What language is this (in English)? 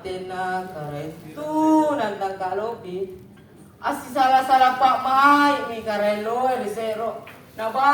Makasar